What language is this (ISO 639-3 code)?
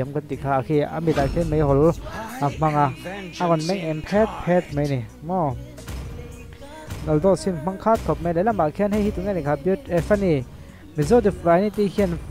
vie